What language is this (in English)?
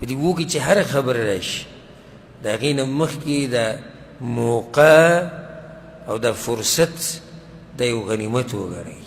Pashto